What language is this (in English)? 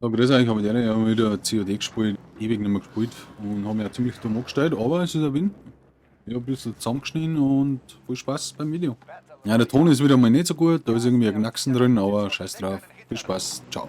Bavarian